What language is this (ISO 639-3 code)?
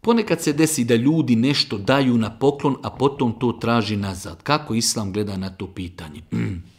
bos